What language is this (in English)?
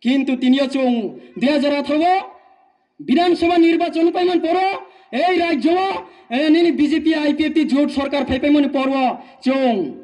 Riang (India)